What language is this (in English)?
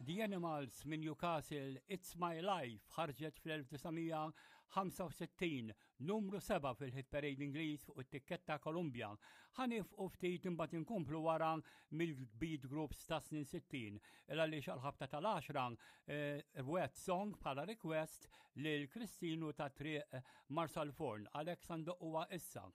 Maltese